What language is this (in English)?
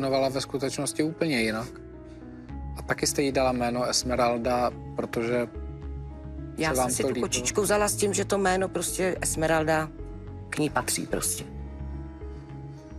Czech